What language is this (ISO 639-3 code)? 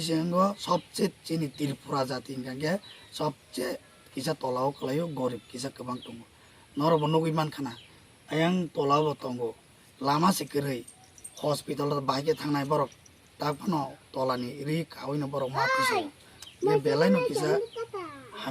ria